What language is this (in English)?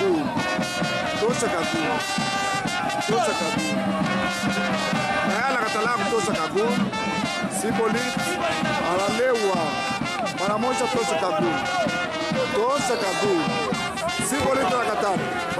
Swahili